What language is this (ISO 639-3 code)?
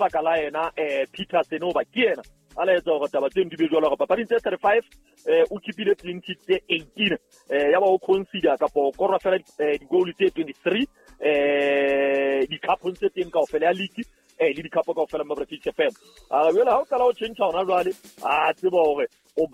sot